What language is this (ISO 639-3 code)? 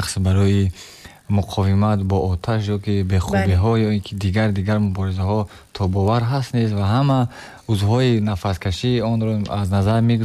tgk